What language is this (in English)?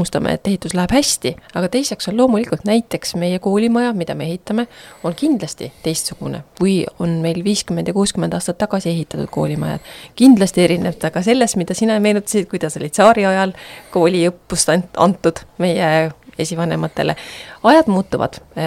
Estonian